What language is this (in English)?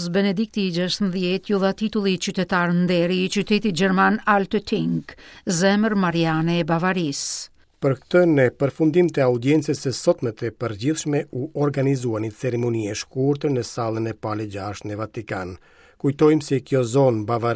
Albanian